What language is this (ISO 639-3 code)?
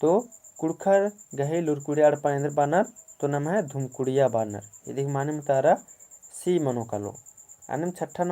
kru